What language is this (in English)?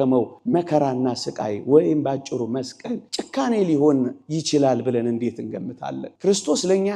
Amharic